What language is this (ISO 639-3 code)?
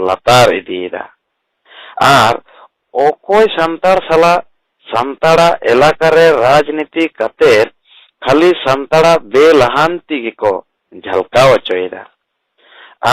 sat